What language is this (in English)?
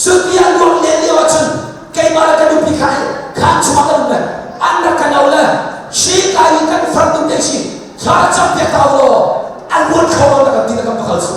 Hakha Chin